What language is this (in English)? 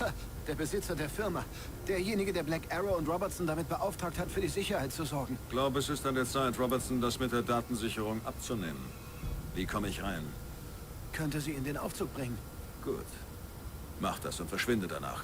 Bavarian